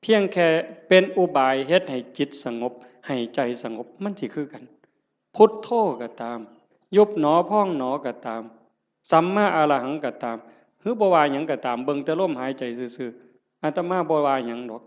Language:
Northeastern Thai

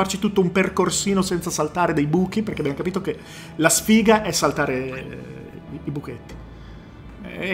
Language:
Italian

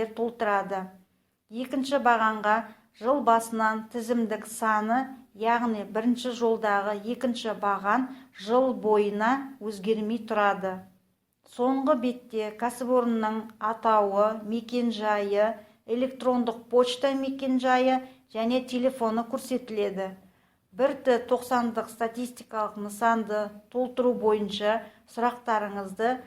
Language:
Kazakh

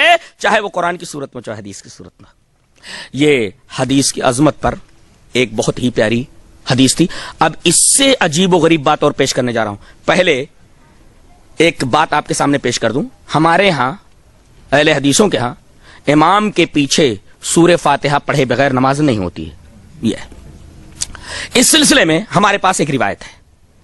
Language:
Urdu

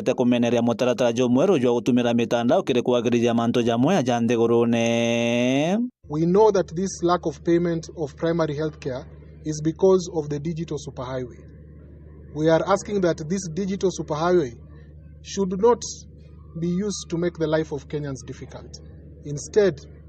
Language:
Meru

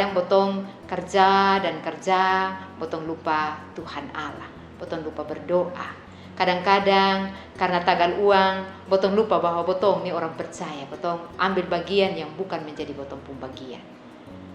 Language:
Kupang Malay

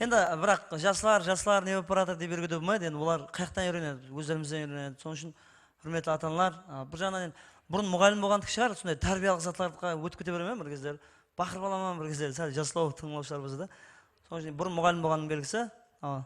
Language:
Kara-Kalpak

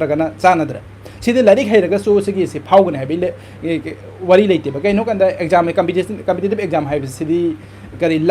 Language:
Manipuri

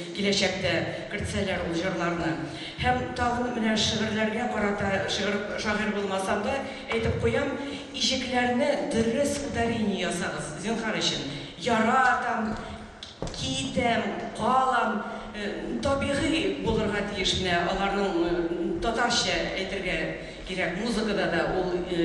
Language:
Tatar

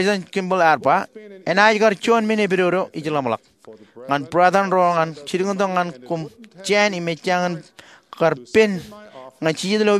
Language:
Marshallese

